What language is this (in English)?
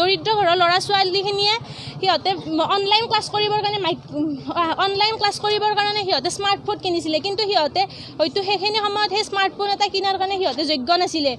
Assamese